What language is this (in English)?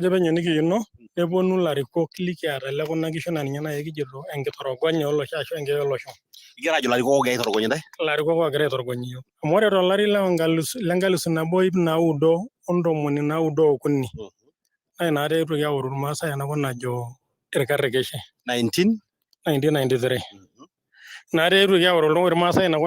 Masai